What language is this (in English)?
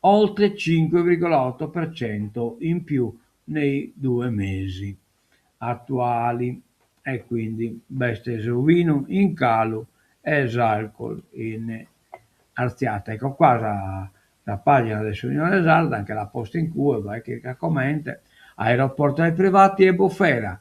Sardinian